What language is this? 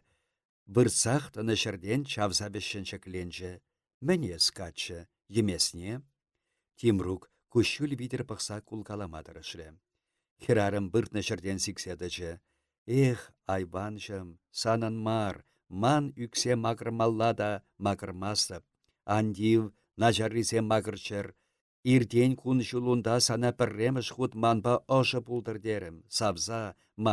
Chuvash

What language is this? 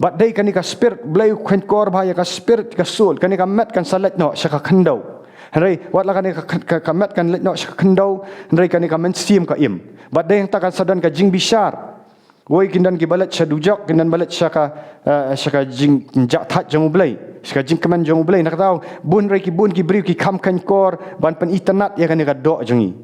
Khasi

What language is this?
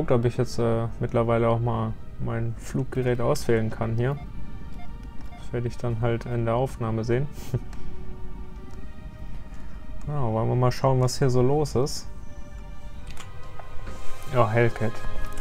German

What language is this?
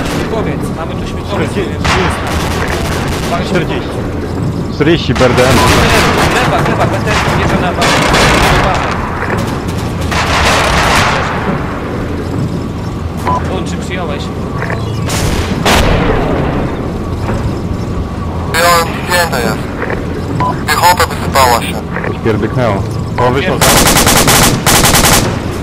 Polish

